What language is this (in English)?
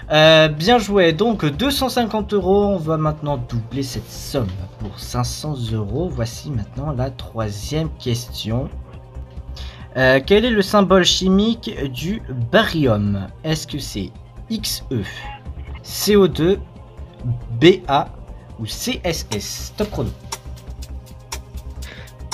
French